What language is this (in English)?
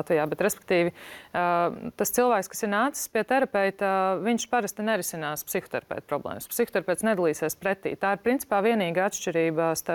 Latvian